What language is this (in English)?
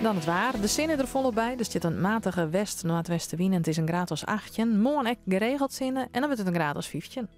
Western Frisian